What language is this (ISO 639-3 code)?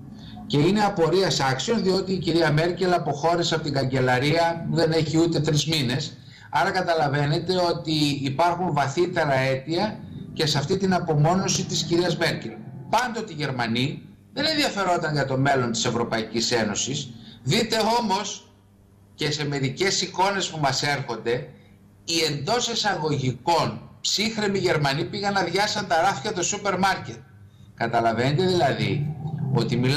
ell